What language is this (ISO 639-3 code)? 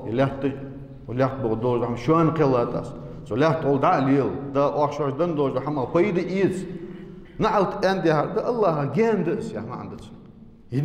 inh